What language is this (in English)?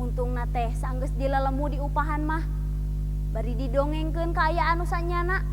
Sundanese